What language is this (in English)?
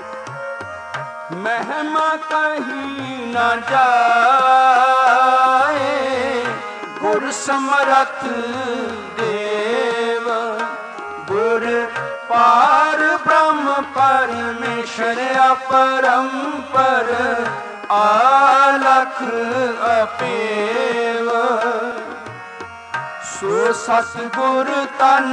Punjabi